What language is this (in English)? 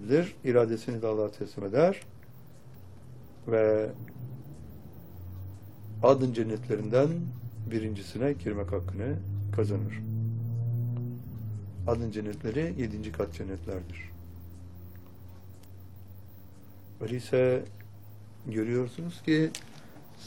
Turkish